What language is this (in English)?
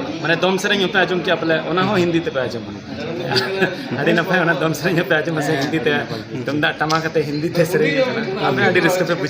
Santali